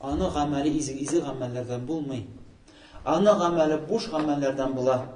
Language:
Tatar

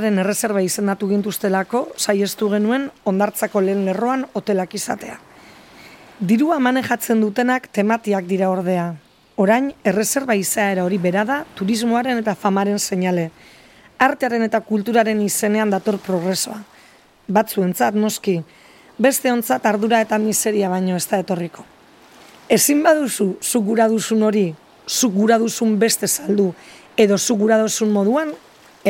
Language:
Basque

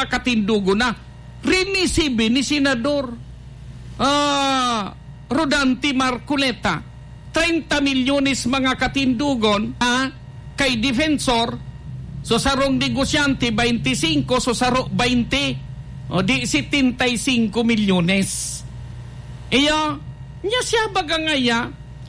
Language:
Bikol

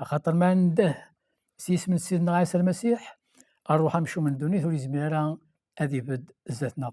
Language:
Kabyle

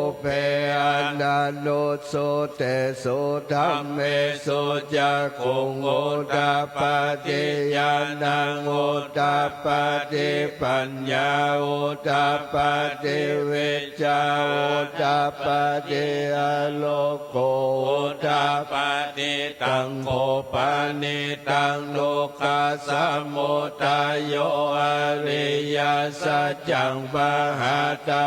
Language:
Pali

